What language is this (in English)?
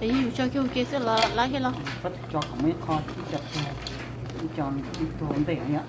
Hmong